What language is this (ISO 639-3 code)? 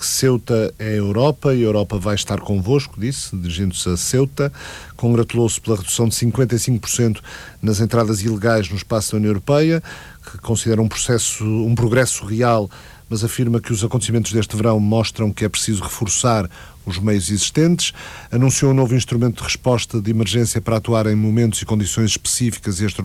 por